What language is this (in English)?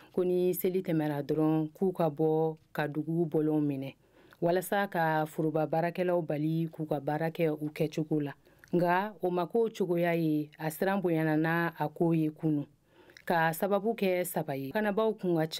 Bambara